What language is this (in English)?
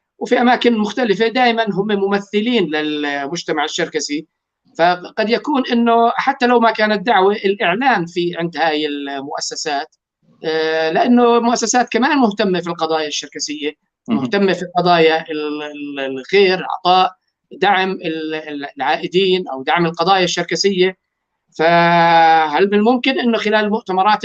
North Levantine Arabic